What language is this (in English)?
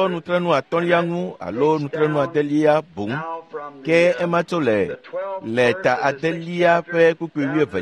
Ewe